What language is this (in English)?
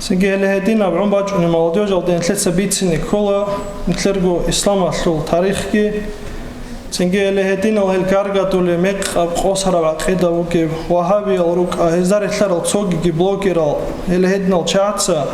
Avaric